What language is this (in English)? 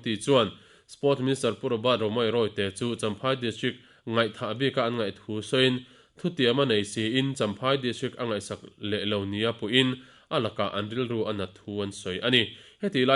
Mizo